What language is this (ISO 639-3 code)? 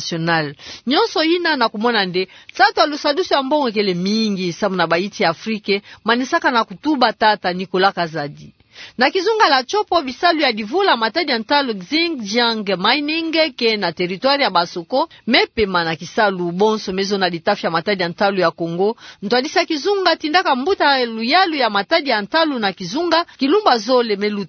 ktu